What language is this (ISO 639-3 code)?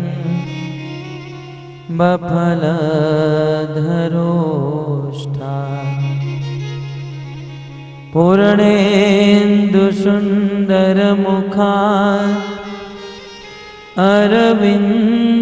hin